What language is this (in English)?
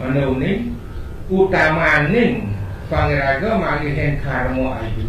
Balinese